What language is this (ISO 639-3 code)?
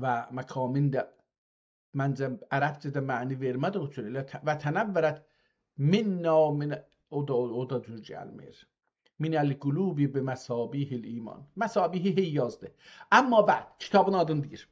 azb